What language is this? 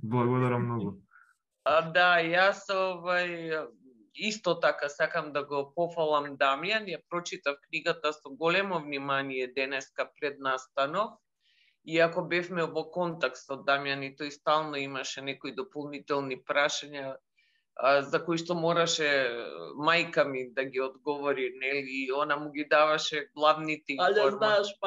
Macedonian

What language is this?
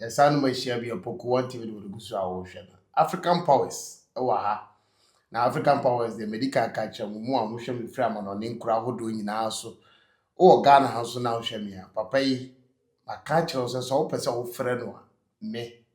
Akan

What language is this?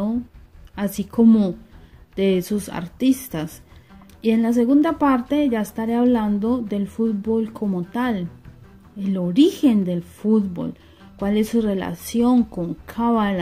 Spanish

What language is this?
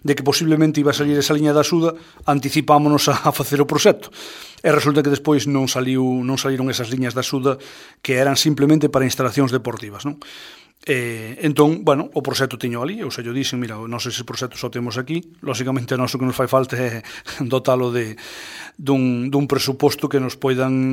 Galician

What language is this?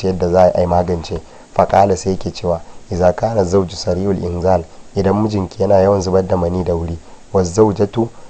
Hausa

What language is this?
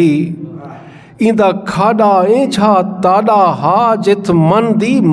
Saraiki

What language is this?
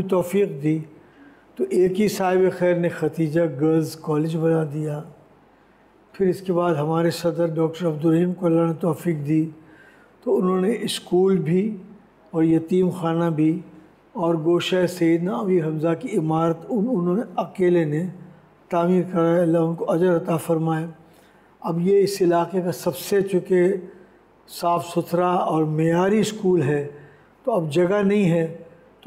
Urdu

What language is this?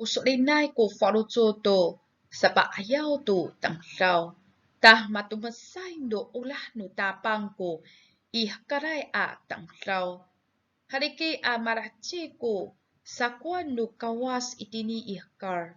Amis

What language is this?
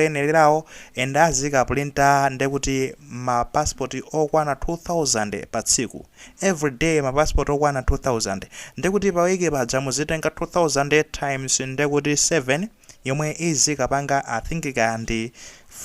Nyanja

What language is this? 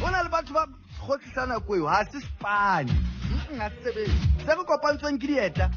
Southern Sotho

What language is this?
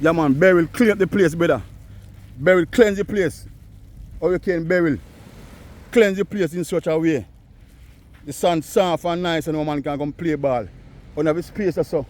Jamaican Creole English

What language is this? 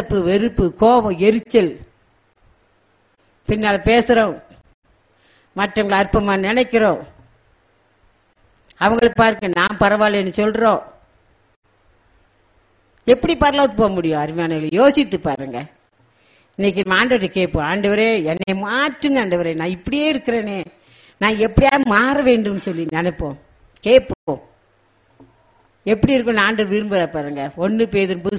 Tamil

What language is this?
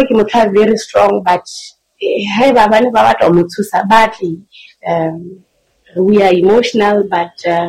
Southern Sotho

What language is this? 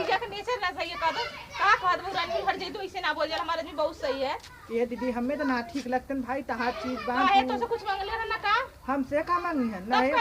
Awadhi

